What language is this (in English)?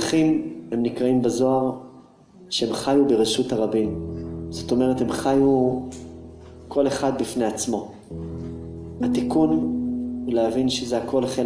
Hebrew